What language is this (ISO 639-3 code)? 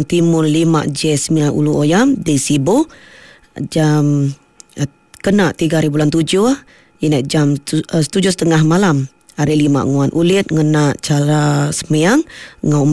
iba